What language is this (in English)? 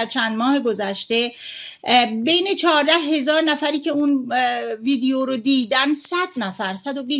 Persian